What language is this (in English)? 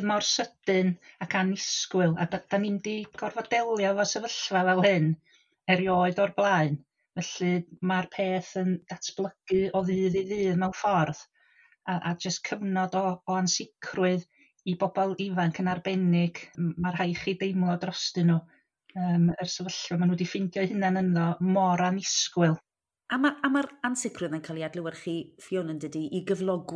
Welsh